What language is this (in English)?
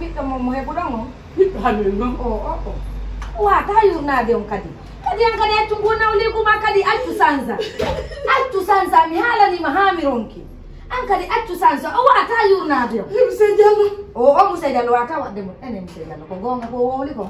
Fula